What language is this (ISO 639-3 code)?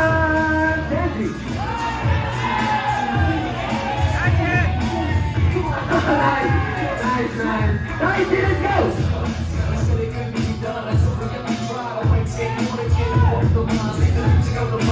jpn